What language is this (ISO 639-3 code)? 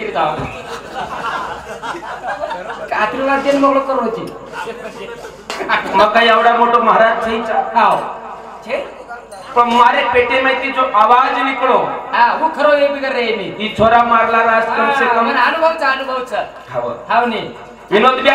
mar